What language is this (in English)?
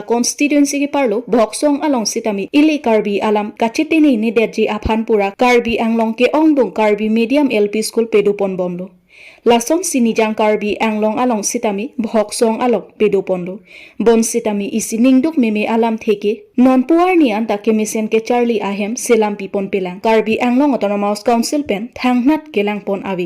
Karbi